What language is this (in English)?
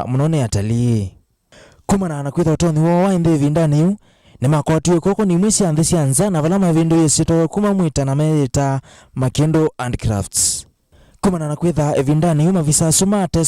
Kamba